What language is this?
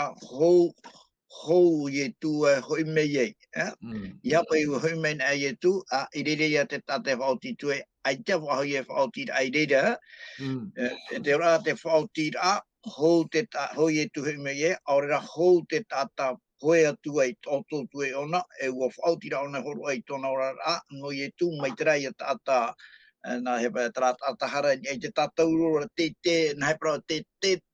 Tahitian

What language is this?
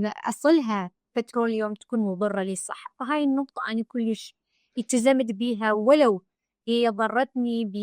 Mesopotamian Arabic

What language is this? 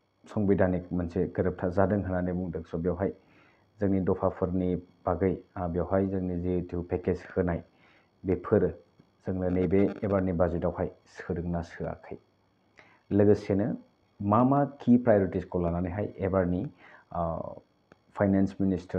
Bodo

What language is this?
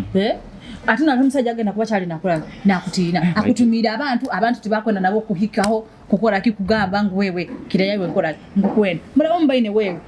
Nyoro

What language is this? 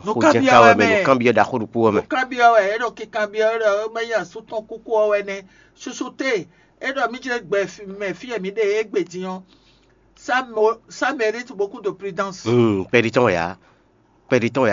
Fon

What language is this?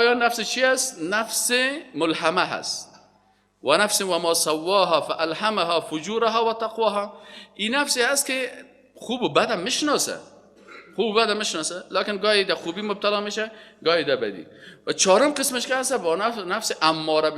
Persian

